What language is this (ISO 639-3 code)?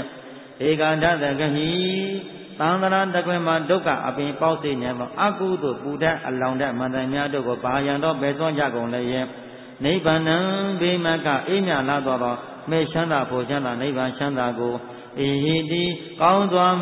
mya